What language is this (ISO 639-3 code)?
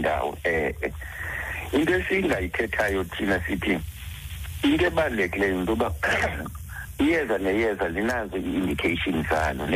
xho